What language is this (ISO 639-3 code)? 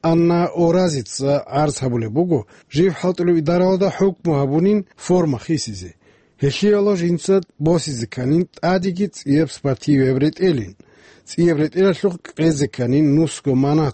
ava